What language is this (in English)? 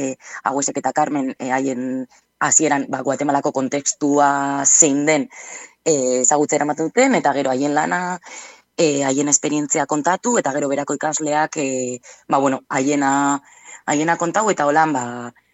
Basque